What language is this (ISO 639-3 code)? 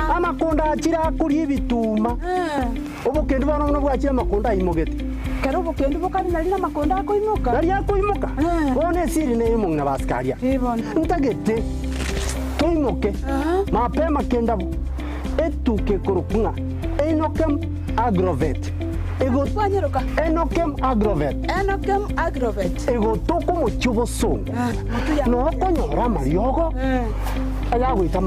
guz